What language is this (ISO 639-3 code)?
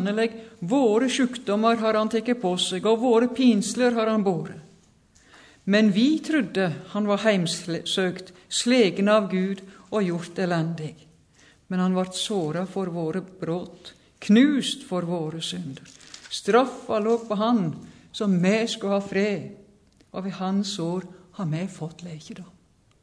nor